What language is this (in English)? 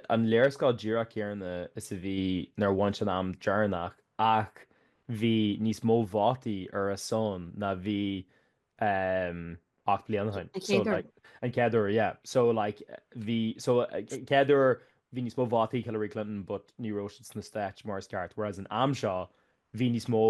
Irish